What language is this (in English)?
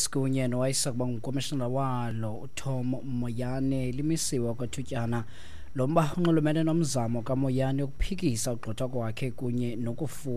Xhosa